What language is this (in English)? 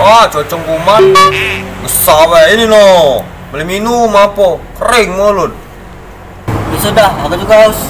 Musi